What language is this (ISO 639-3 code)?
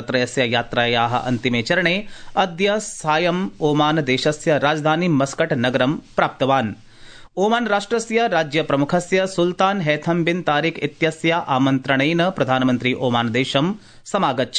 san